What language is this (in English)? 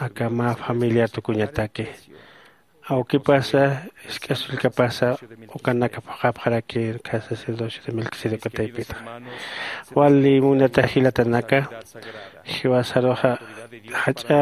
Aymara